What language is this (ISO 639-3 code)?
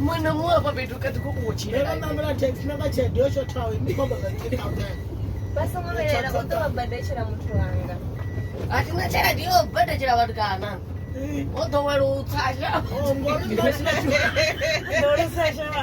ven